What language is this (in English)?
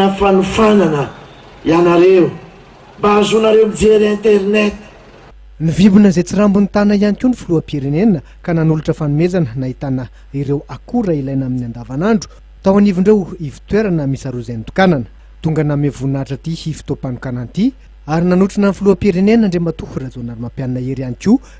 Malagasy